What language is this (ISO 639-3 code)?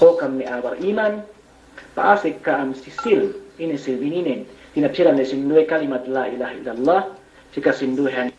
yka